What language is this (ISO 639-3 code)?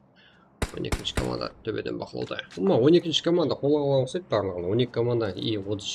kaa